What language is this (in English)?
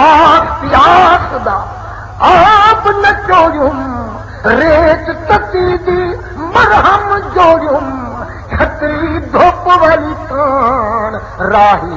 Saraiki